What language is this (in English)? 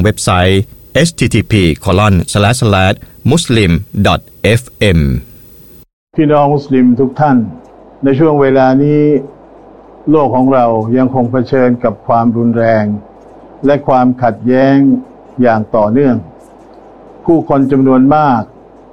Thai